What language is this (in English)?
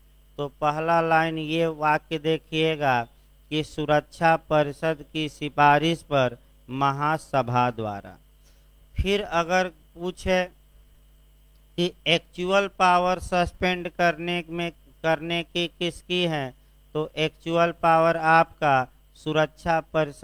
Hindi